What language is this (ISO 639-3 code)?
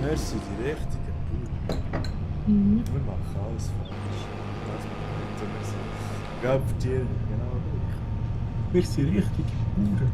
gsw